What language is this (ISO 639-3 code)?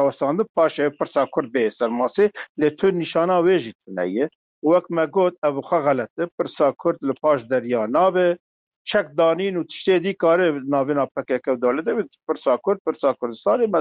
kur